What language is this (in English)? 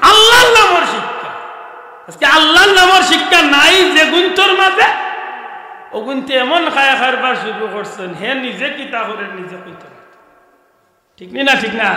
Sylheti